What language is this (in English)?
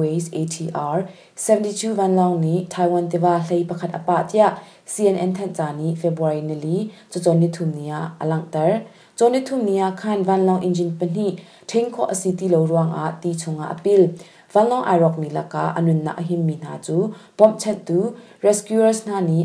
Hakha Chin